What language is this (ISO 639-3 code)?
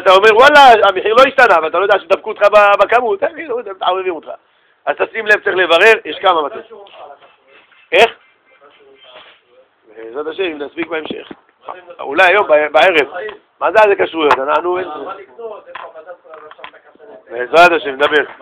heb